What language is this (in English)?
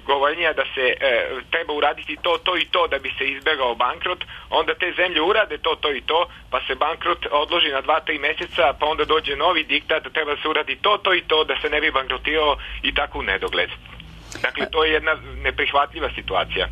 Serbian